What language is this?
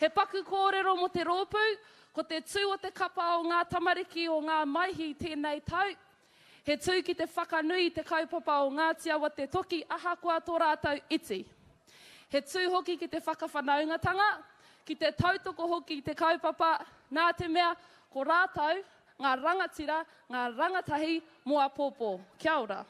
Māori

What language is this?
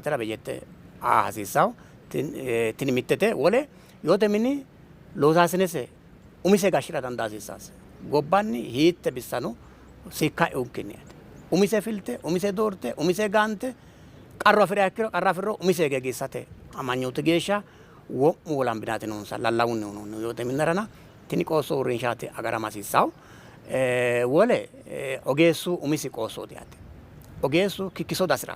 Sidamo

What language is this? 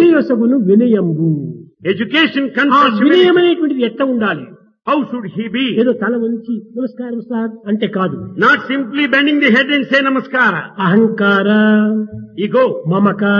Telugu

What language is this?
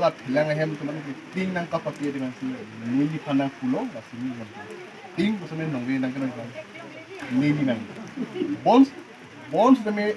Karbi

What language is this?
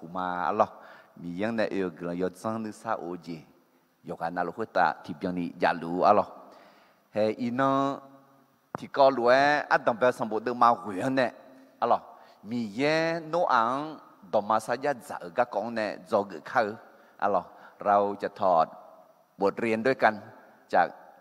Akha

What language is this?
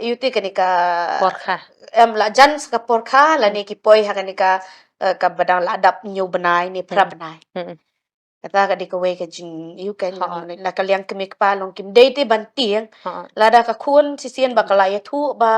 Khasi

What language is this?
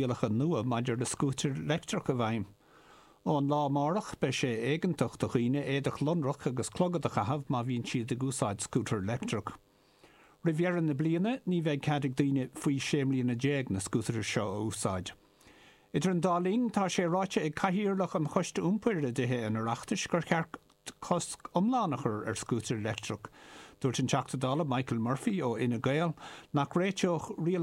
Irish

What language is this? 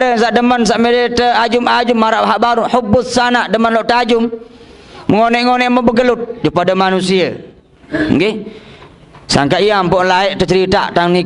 Sasak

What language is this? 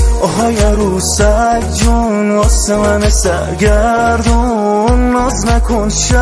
Persian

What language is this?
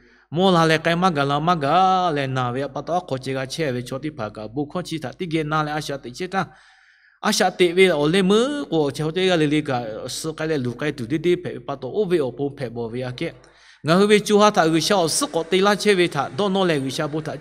Lahu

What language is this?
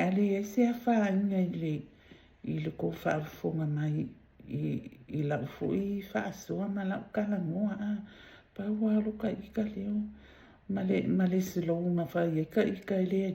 Samoan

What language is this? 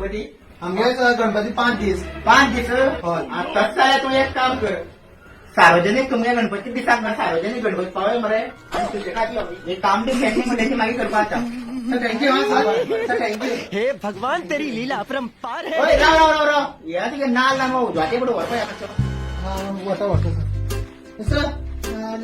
Konkani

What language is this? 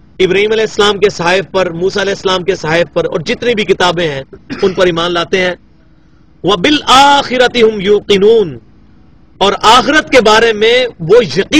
Urdu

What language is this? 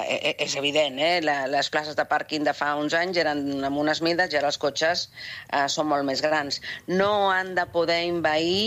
Catalan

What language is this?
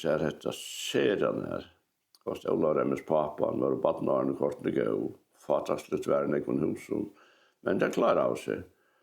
Faroese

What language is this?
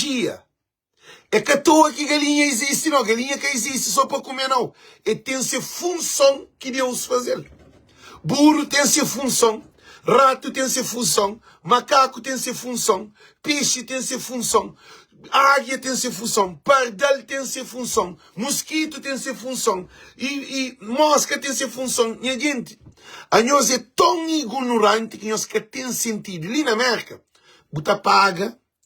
Kabuverdianu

